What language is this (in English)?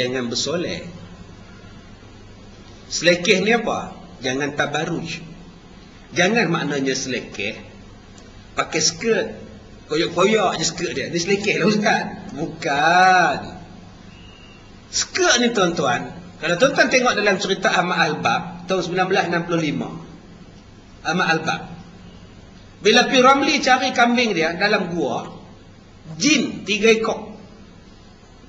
Malay